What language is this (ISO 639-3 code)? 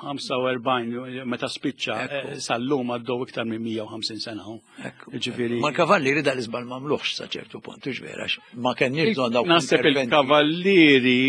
mlt